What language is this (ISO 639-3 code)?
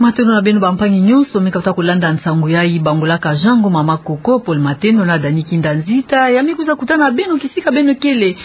ktu